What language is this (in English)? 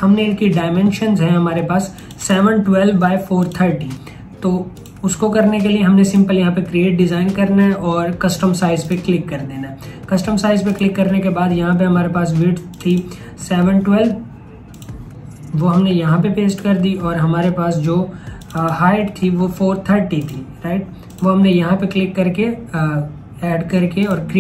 Hindi